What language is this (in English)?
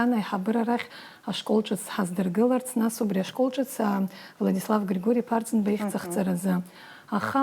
Abkhazian